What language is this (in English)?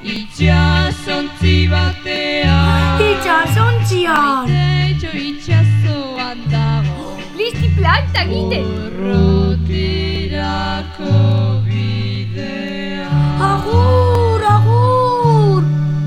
Basque